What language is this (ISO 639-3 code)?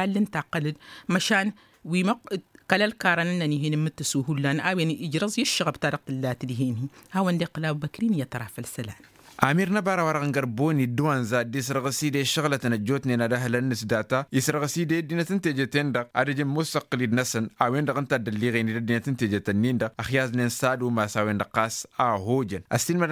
taq